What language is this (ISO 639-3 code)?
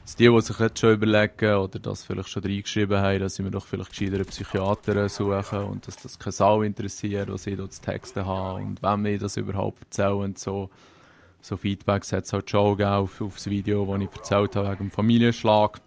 gsw